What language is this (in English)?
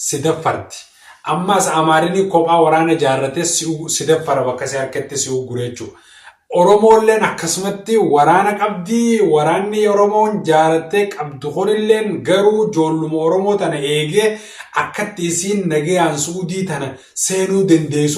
Oromo